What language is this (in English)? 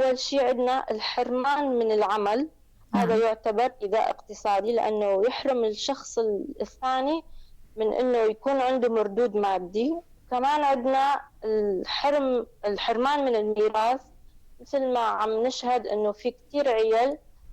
North Levantine Arabic